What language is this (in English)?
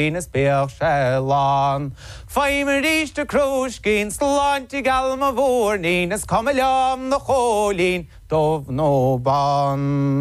Irish